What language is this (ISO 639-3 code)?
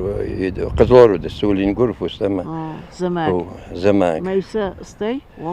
oss